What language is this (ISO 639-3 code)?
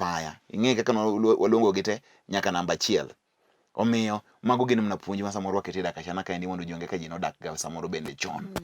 luo